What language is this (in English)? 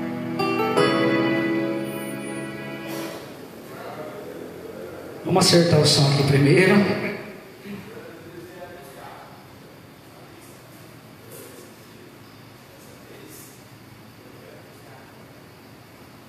Portuguese